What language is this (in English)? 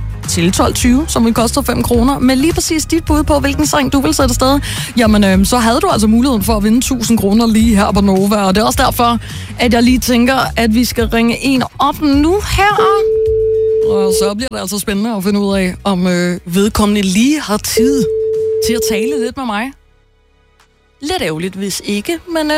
Danish